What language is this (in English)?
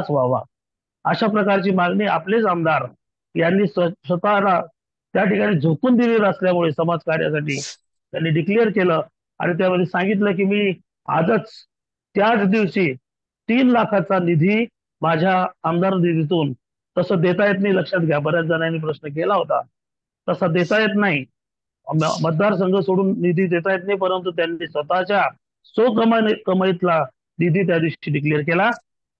Marathi